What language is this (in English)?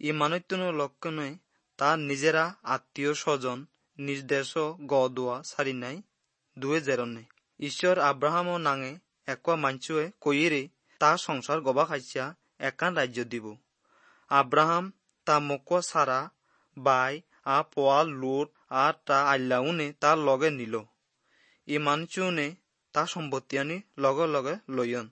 Assamese